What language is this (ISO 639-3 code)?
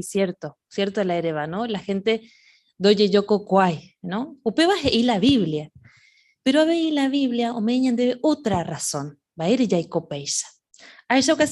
grn